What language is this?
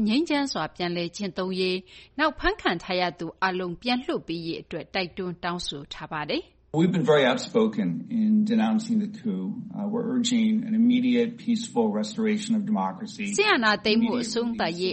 Burmese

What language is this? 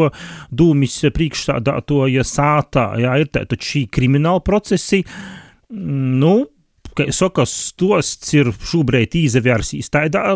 Latvian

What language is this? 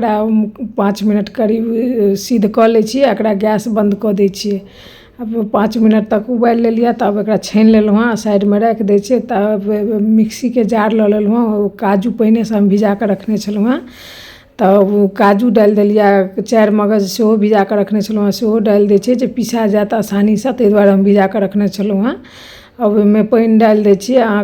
Maithili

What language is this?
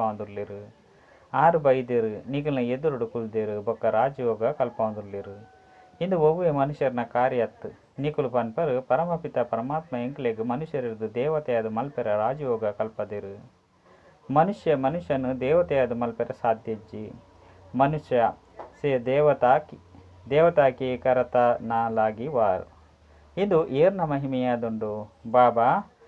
Tulu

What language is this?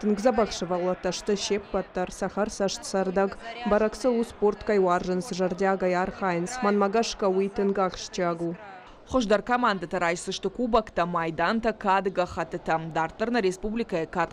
Ossetic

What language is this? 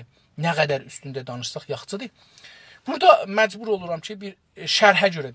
South Azerbaijani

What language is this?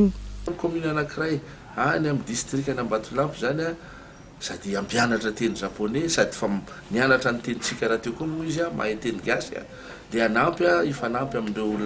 Malagasy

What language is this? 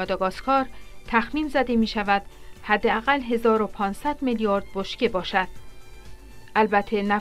Persian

